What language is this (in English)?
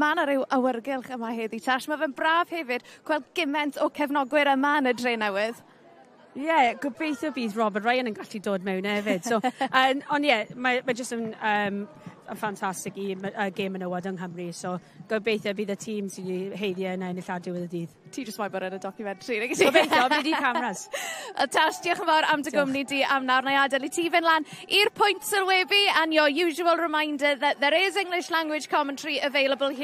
Welsh